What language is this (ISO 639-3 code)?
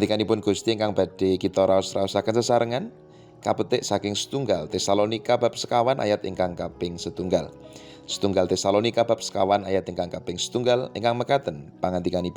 jav